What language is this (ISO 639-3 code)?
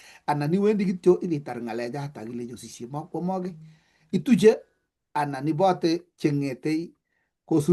kln